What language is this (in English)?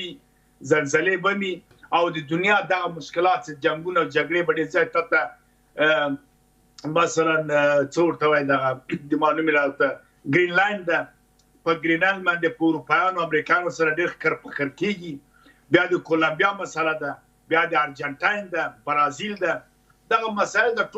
Pashto